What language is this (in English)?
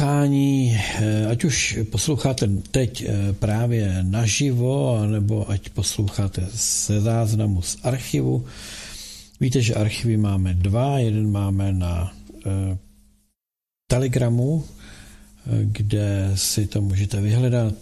Czech